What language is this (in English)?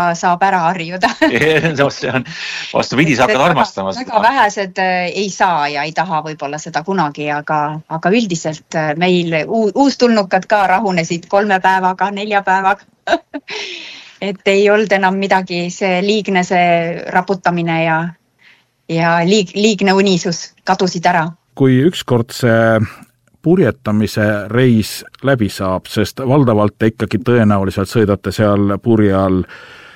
Estonian